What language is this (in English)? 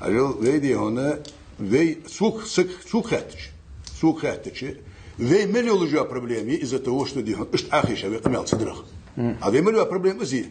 Ingush